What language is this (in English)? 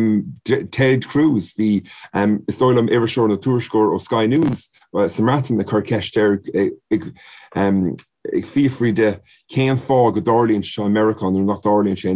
Irish